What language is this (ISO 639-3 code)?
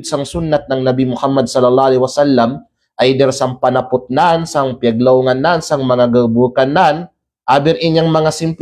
kqe